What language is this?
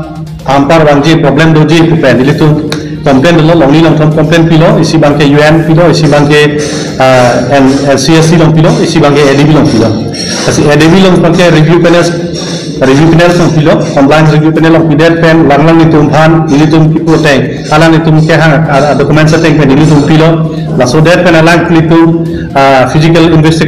Karbi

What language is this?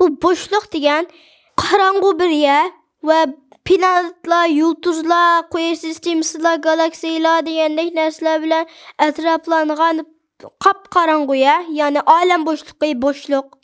Uyghur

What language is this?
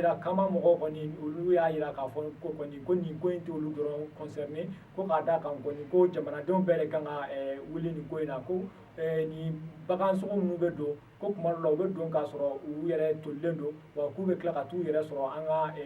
Bambara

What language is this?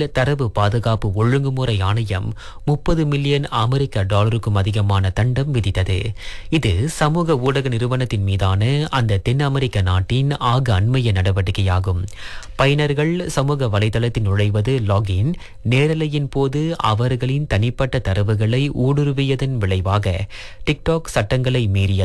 Tamil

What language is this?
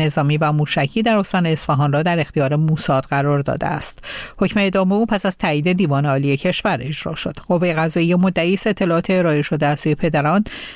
Persian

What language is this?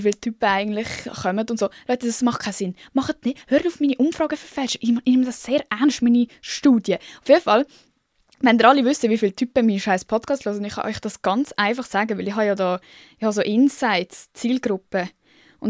Swiss German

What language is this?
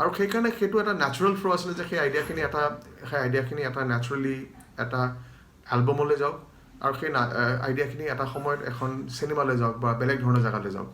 Assamese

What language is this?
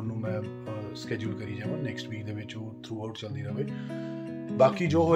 Punjabi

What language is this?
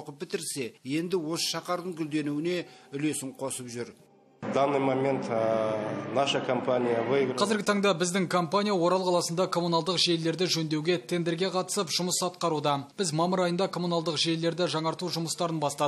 Kazakh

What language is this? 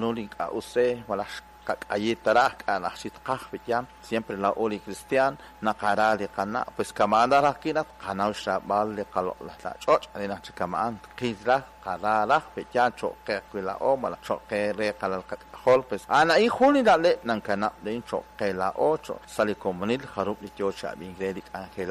Kekchí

